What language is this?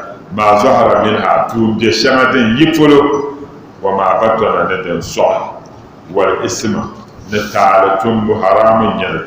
Dagbani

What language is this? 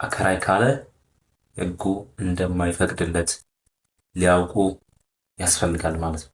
Amharic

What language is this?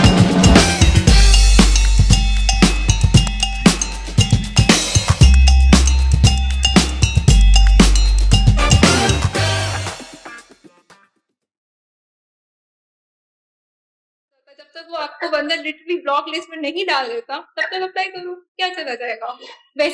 Hindi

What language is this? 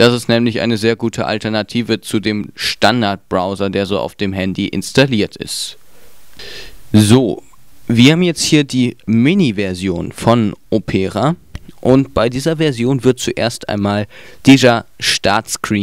German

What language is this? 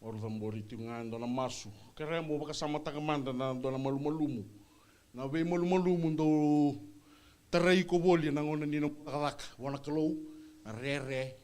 Fijian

